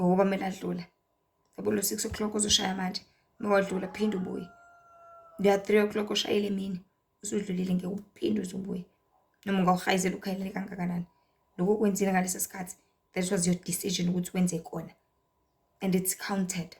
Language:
Zulu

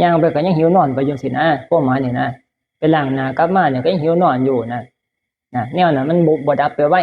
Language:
Northeastern Thai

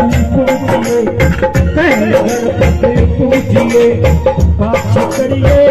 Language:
Hindi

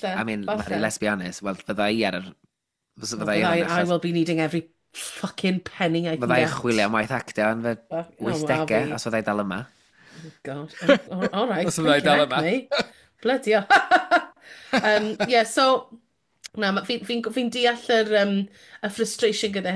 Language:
Welsh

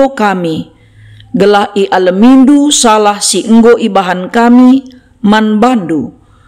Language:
Batak Karo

